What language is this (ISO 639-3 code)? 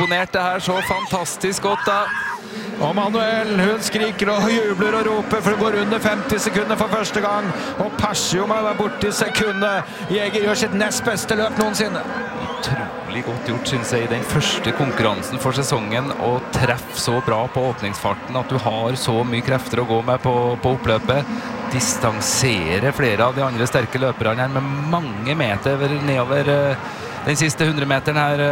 nor